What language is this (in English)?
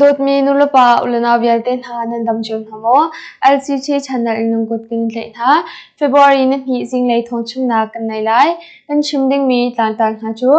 Hakha Chin